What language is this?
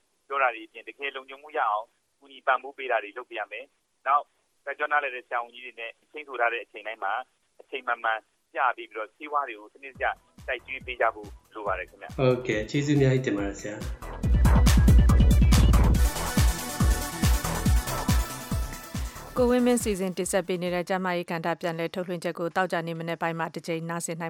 Burmese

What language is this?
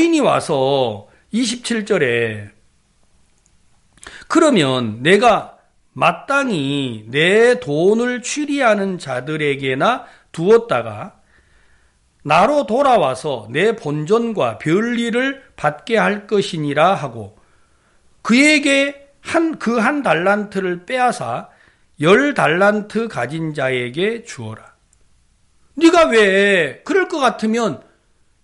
Korean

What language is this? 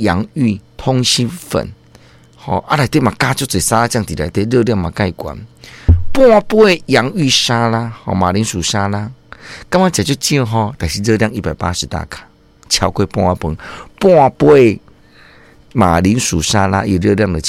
Min Nan Chinese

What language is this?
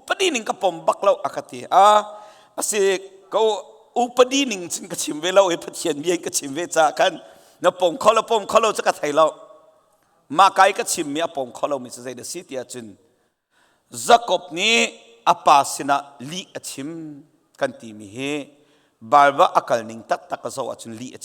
Hakha Chin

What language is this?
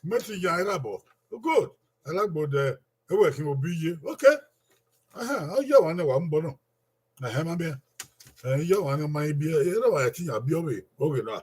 Bini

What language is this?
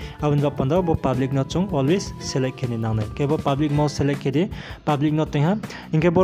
Riang (India)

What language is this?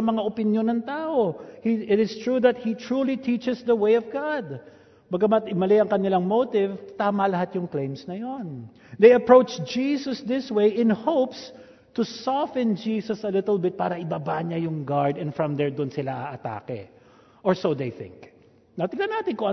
Filipino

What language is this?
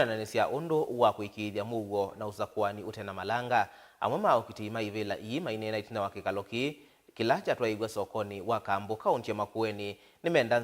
Kamba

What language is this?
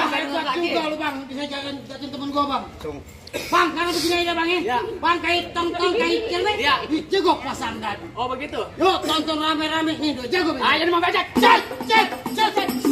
Betawi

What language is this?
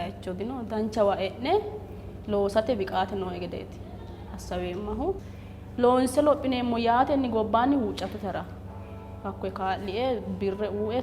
Sidamo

